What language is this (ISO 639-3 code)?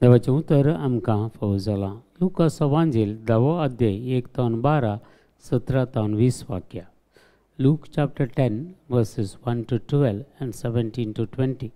kok